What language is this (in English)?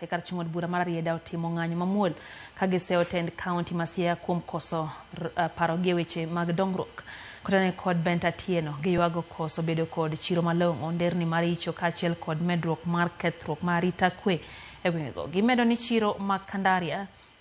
Luo (Kenya and Tanzania)